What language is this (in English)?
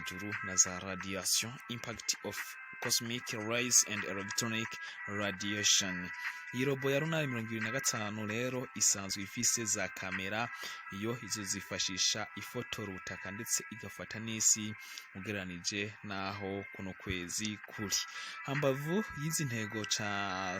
Rundi